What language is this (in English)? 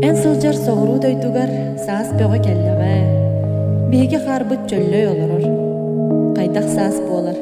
Yakut